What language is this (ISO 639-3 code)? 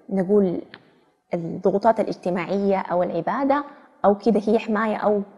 arz